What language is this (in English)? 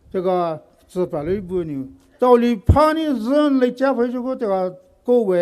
Poumei Naga